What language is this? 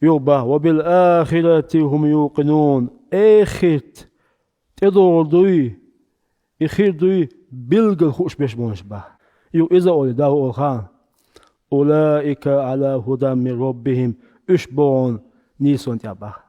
Chechen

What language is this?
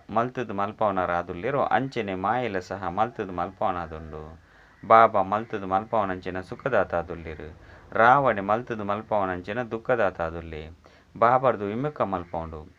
Tulu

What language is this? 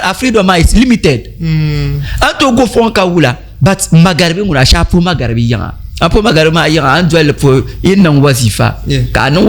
Dagbani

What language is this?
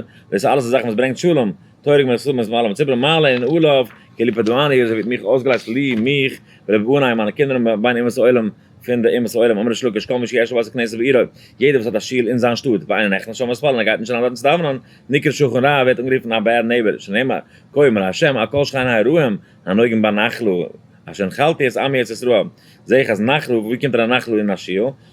Yiddish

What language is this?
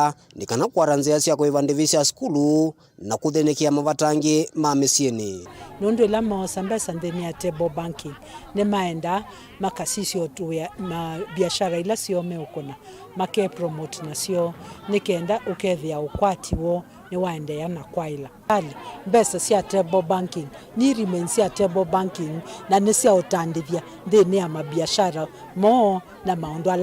Kamba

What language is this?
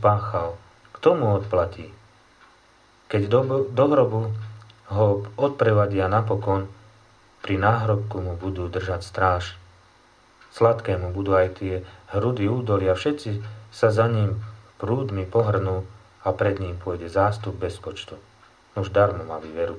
Slovak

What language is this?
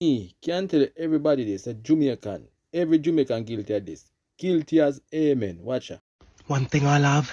Jamaican Creole English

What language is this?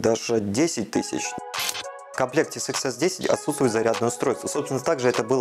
Russian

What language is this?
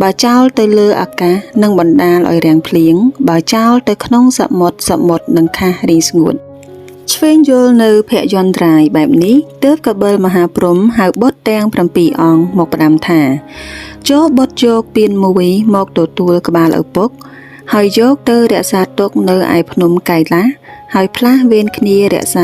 Khmer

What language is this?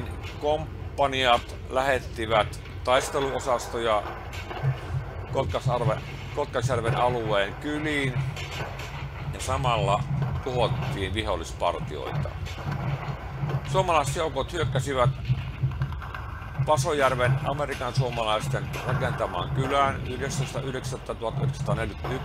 Finnish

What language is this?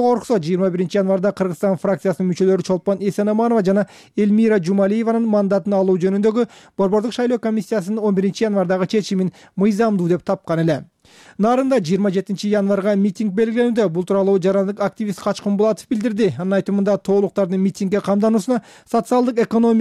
Kyrgyz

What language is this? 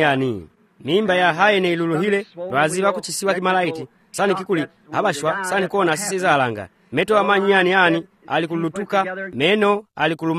Swahili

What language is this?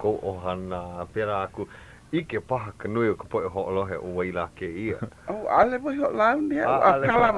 Hawaiian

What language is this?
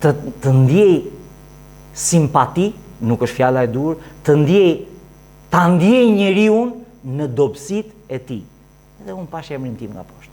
Albanian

